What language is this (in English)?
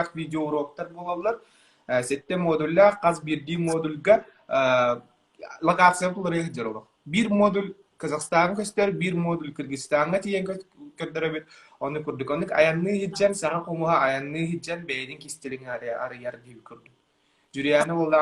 Yakut